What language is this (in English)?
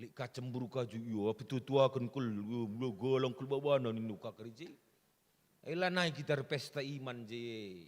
Batak Karo